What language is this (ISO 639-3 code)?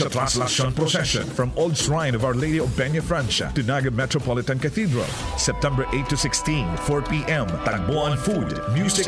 bik